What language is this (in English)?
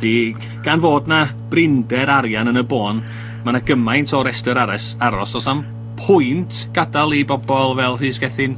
Welsh